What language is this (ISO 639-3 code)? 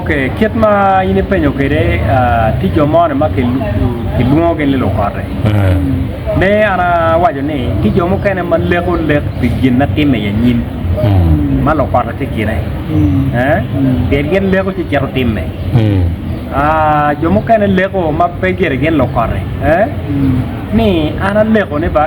ach